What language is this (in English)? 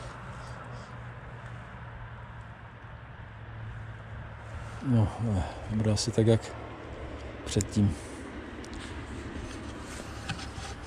Czech